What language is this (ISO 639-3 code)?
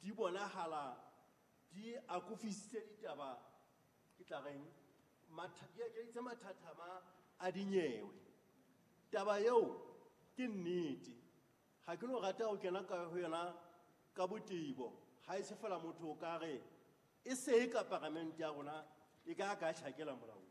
sot